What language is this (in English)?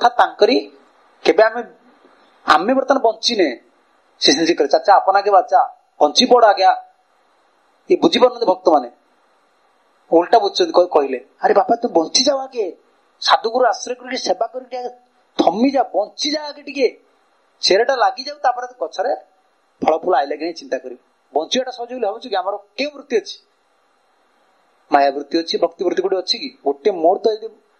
Odia